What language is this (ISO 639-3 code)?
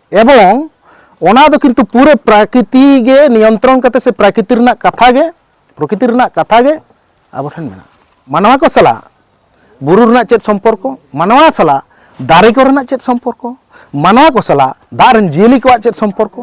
sat